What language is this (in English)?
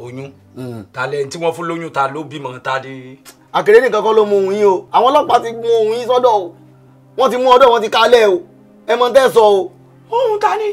Yoruba